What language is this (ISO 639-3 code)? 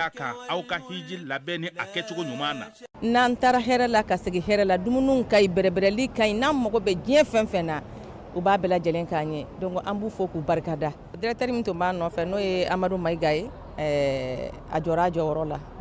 bam